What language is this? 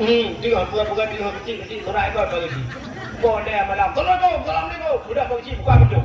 Achinese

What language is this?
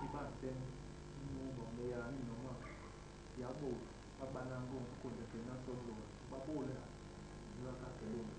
Basaa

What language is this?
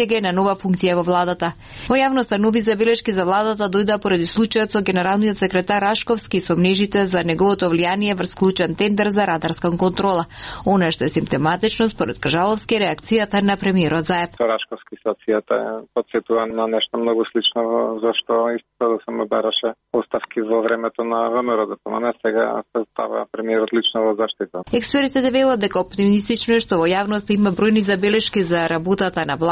Macedonian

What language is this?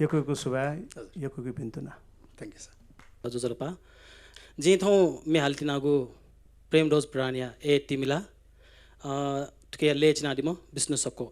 Newari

